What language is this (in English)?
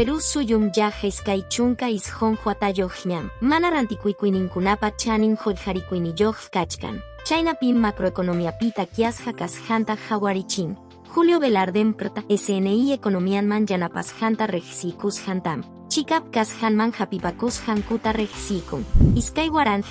Quechua